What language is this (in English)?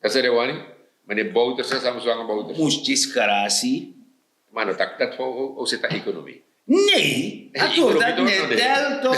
Sranan Tongo